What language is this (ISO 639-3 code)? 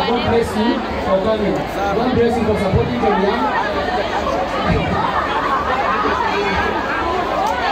kik